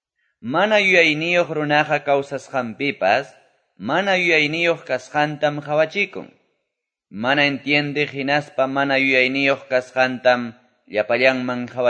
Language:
Quechua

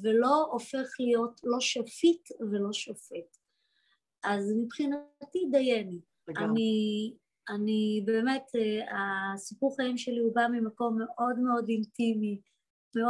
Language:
Hebrew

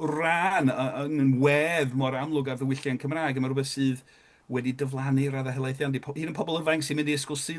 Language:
Welsh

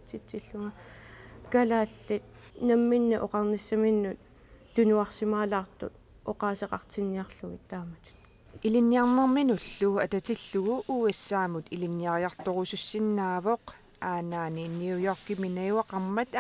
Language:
Kalaallisut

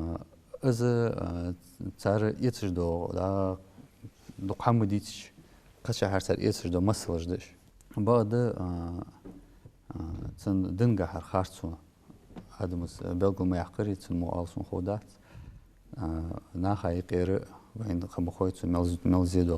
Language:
Ingush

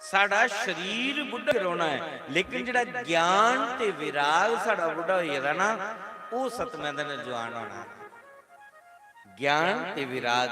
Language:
Dogri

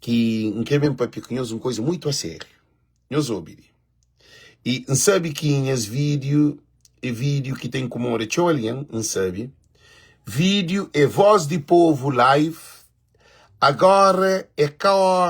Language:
Kabuverdianu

